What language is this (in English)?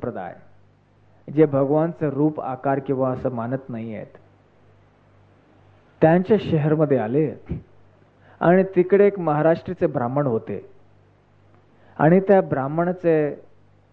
Marathi